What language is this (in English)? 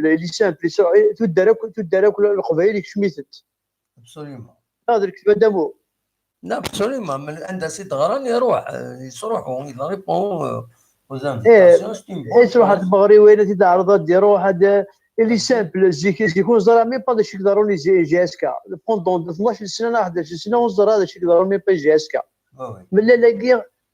Kabyle